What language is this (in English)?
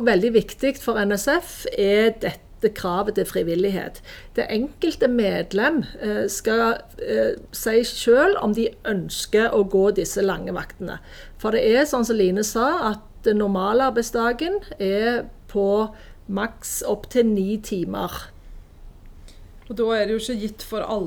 Norwegian